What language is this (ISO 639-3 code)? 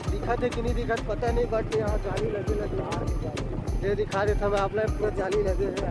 hne